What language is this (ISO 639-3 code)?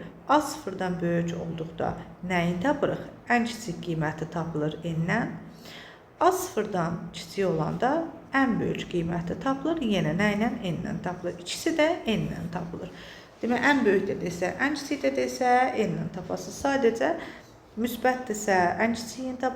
aze